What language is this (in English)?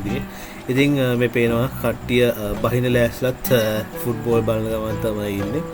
Sinhala